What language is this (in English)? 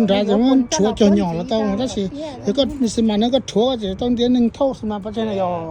Hmong